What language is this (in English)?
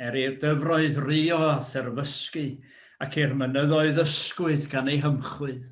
Welsh